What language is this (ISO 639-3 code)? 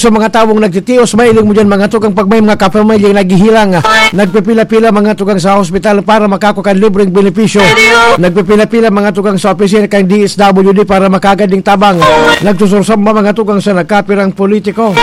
bik